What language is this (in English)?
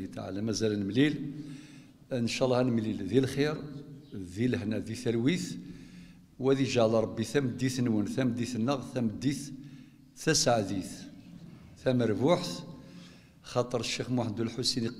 Kabyle